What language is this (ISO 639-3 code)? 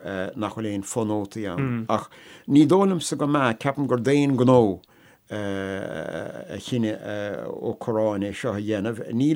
gle